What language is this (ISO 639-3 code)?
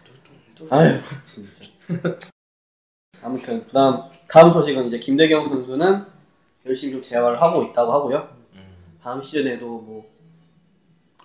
kor